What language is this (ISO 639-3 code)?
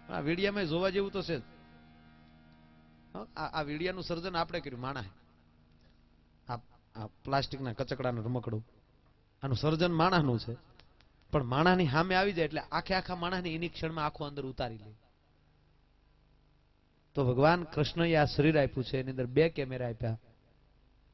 guj